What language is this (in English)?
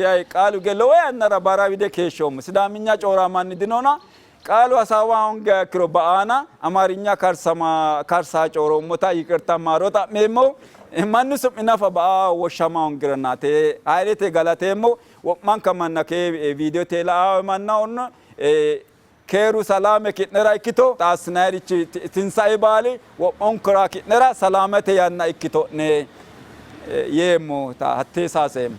Sidamo